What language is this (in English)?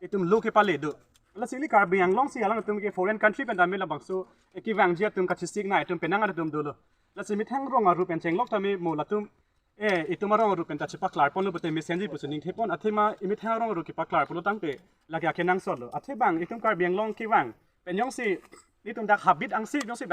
Karbi